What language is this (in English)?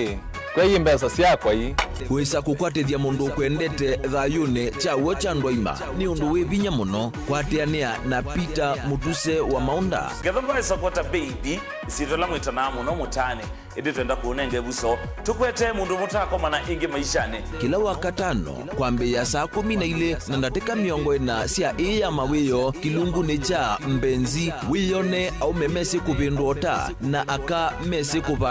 Kamba